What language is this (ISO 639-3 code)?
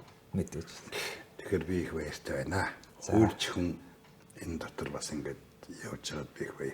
mon